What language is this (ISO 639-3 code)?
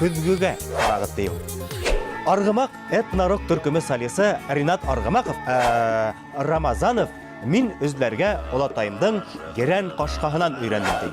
bak